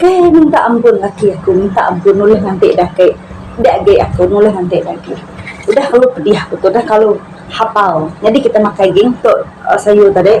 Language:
Iban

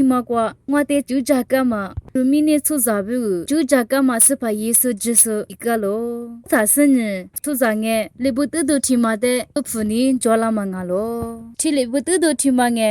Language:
Lisu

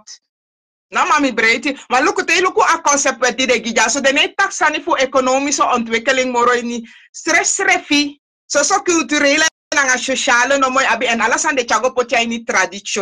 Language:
Sranan Tongo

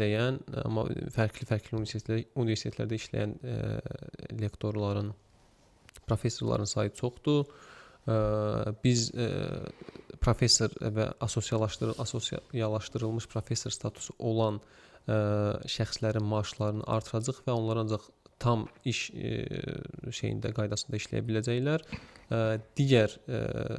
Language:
Azerbaijani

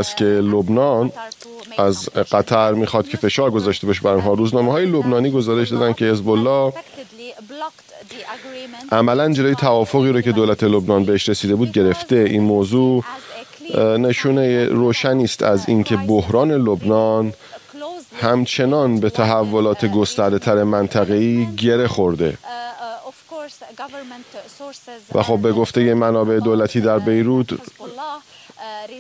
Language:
Persian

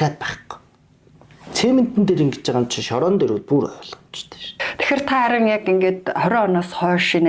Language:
Mongolian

